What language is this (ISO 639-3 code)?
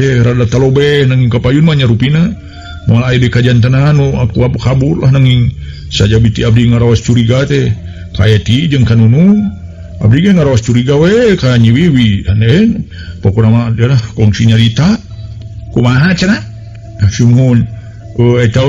sun